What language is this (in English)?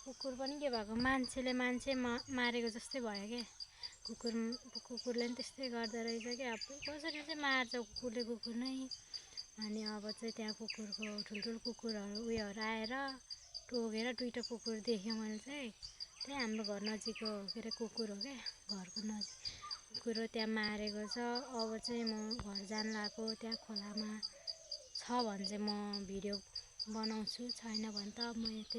Nepali